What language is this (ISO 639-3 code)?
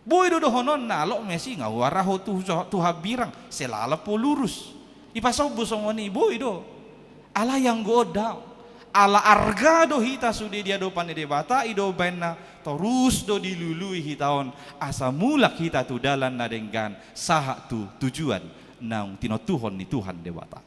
bbc